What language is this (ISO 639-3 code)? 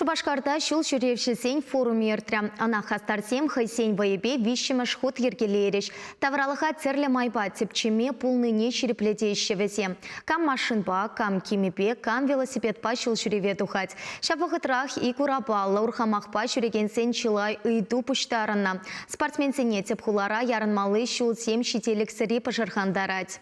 chv